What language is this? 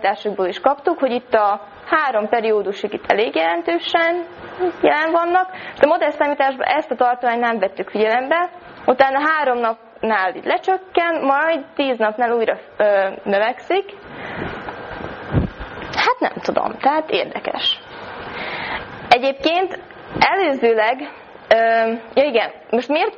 Hungarian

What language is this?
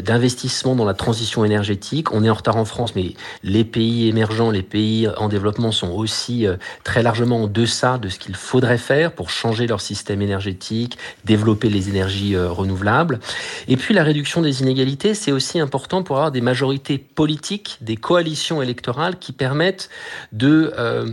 French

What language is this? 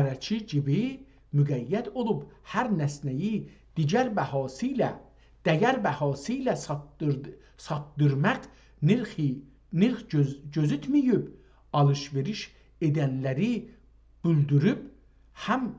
South Azerbaijani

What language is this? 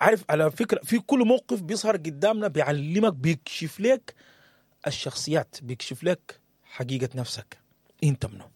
Sudanese Arabic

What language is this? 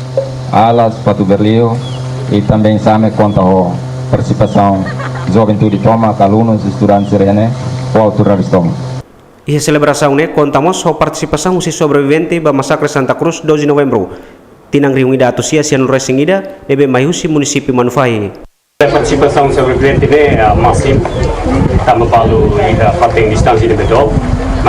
Tetum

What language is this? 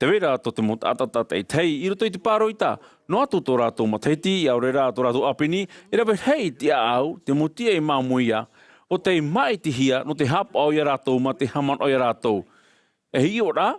Tahitian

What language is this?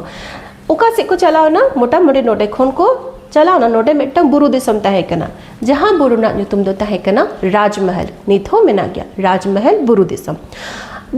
Santali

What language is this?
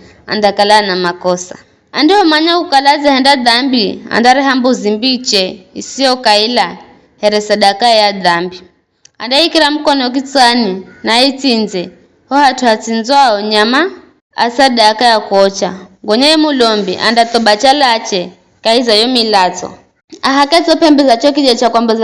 Giryama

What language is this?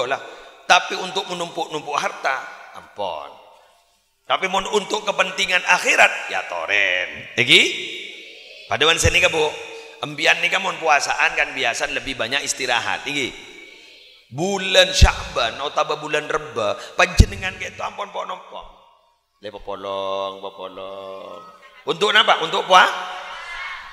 Madurese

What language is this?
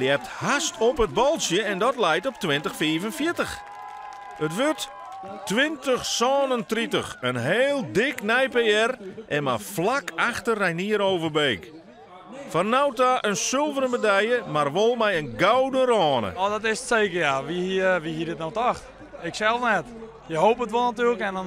Western Frisian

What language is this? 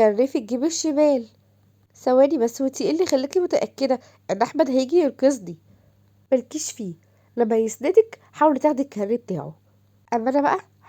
Egyptian Arabic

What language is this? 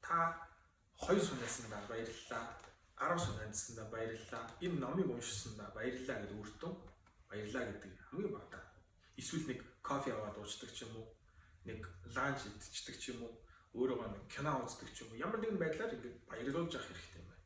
Mongolian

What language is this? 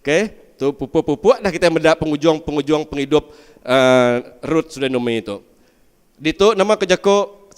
Iban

